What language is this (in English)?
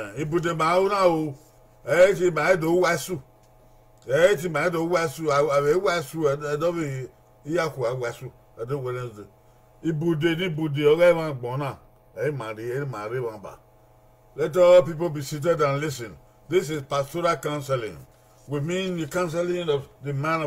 Bini